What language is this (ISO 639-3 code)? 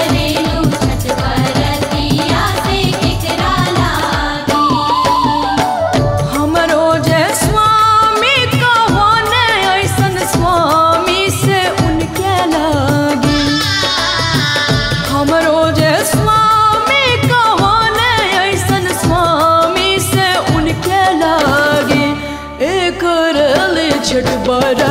bho